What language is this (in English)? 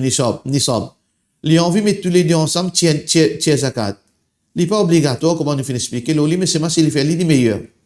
Morisyen